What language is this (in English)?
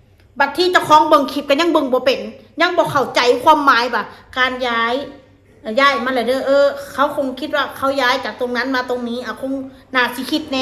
Northeastern Thai